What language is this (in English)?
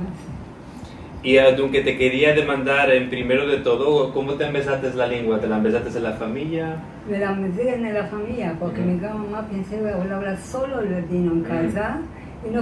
Ladino